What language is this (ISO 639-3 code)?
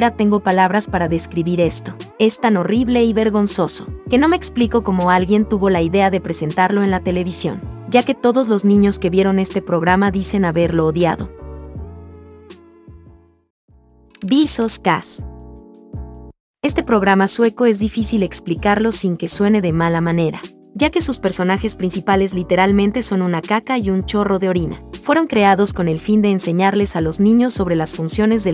spa